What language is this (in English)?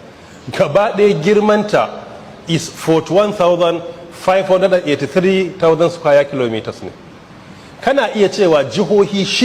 Hausa